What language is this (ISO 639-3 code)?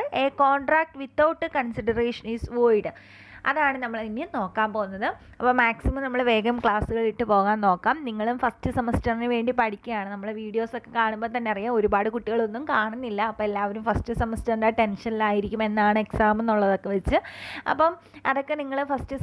mal